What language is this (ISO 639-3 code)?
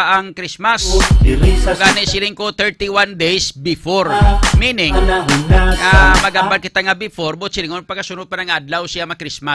hil